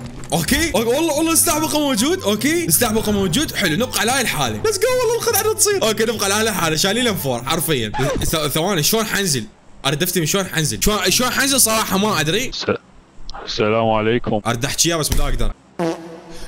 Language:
Mesopotamian Arabic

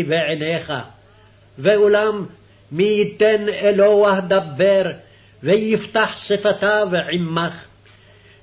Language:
Hebrew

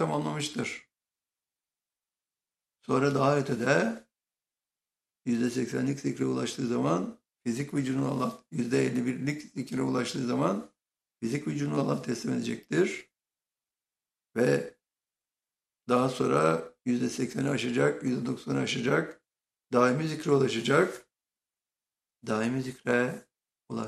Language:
Turkish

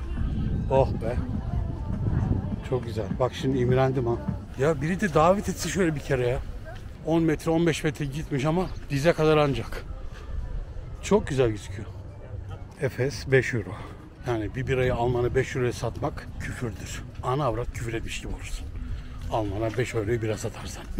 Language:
Turkish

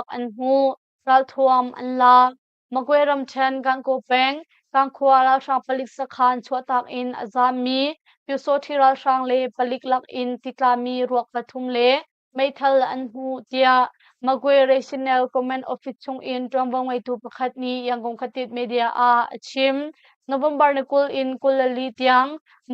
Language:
Hakha Chin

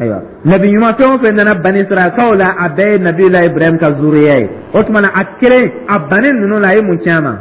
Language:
Dyula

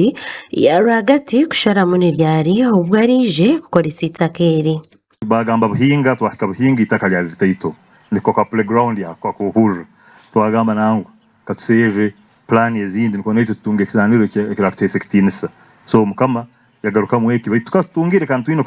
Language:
Nyankole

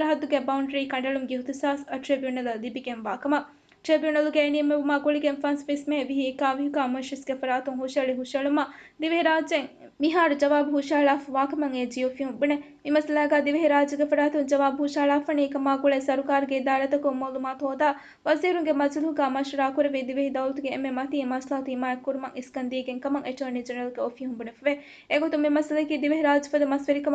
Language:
Divehi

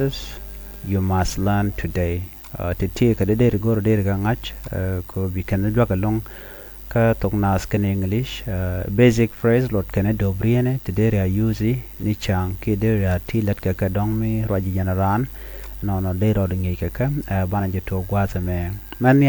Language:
Nuer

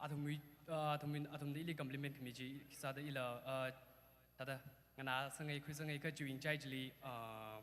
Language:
Tangkhul Naga (India)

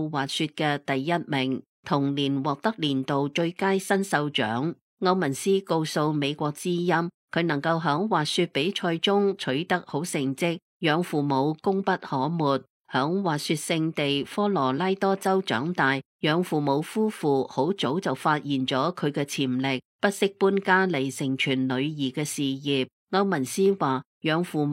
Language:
Cantonese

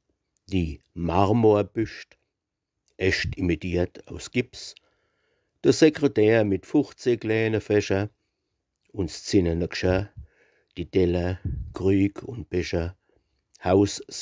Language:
Palatine German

